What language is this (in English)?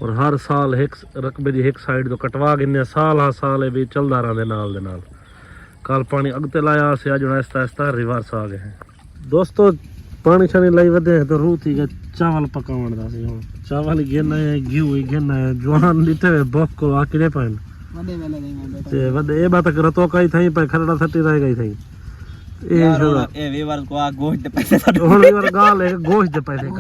Saraiki